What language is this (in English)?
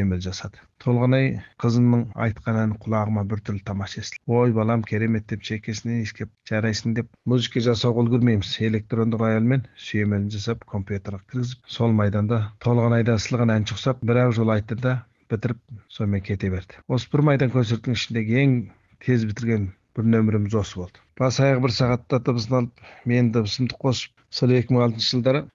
Kazakh